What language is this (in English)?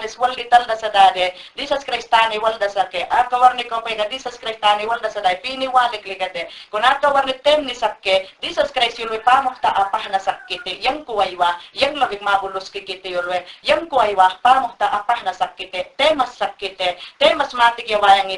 Mayangna